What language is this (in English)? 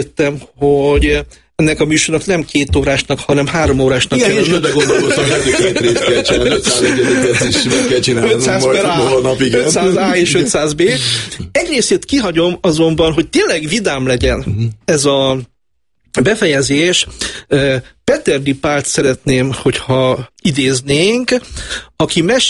Hungarian